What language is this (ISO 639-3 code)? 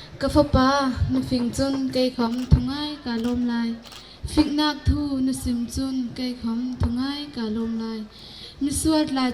bgr